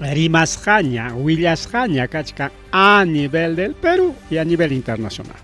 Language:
Ayacucho Quechua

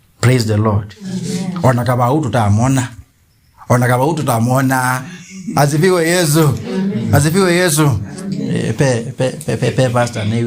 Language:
Kamba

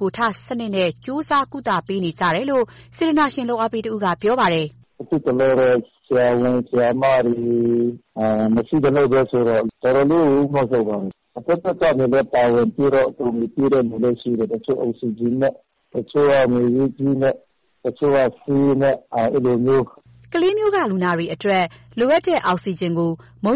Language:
Burmese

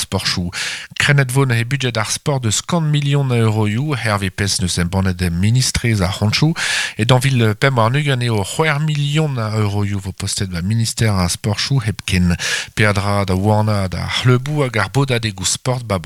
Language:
Breton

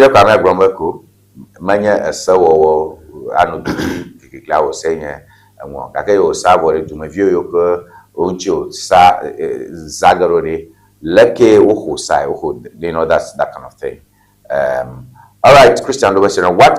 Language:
Ewe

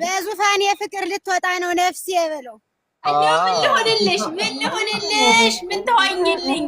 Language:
Amharic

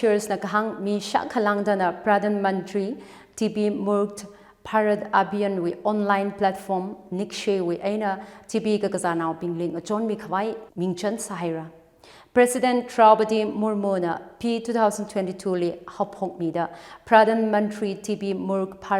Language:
Tangkhul Naga (India)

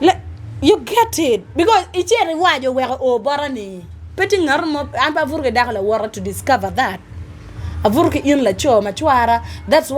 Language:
Acoli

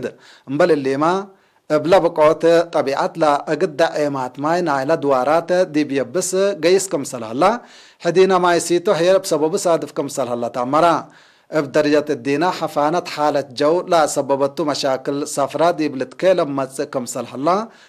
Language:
Tigre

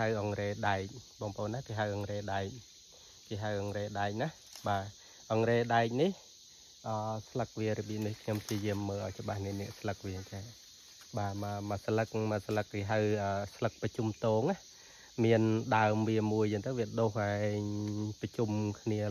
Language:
Khmer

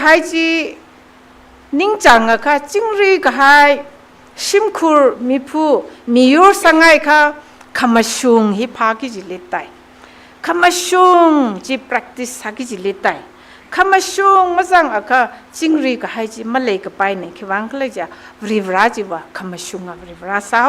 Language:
Tangkhul Naga (India)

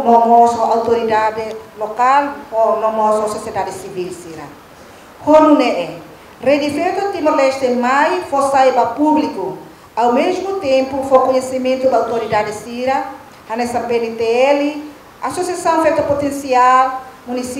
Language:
Tetum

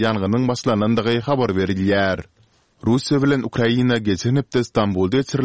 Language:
Turkmen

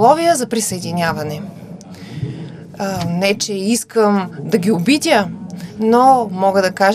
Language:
Bulgarian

